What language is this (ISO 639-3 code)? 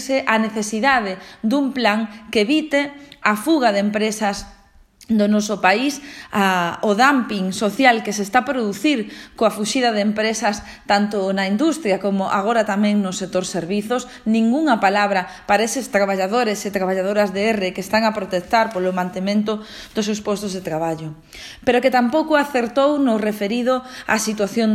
glg